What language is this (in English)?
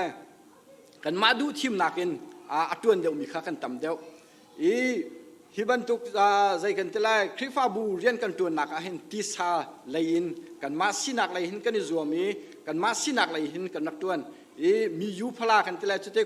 Hakha Chin